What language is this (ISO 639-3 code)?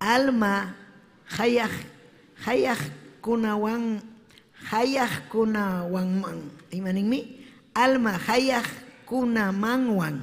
quy